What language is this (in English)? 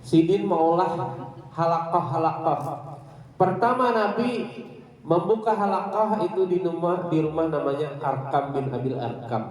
Banjar